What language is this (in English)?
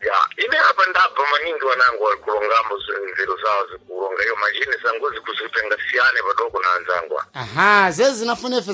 Sena